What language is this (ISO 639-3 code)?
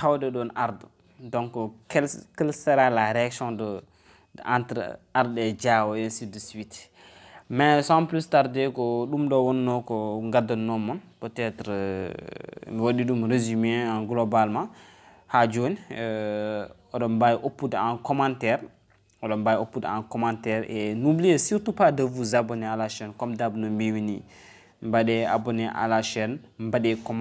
ful